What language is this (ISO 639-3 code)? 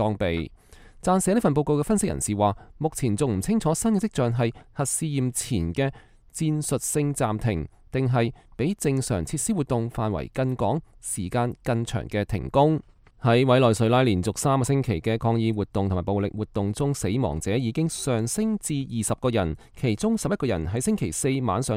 yue